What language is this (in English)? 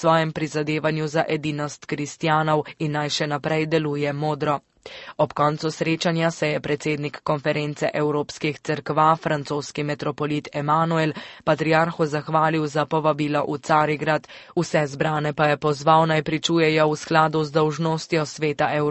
Slovenian